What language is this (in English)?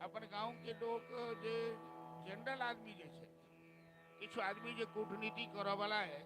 Maithili